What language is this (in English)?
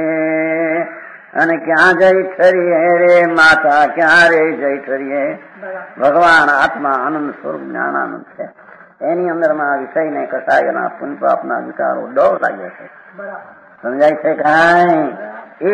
Gujarati